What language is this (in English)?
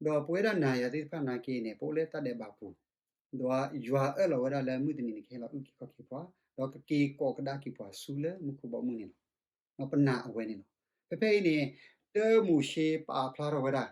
S'gaw Karen